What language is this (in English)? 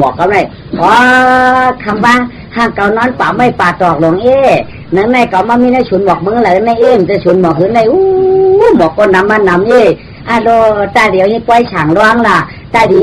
Shan